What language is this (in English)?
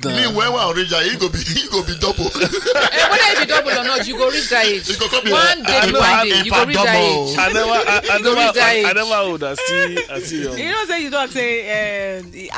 Nigerian Pidgin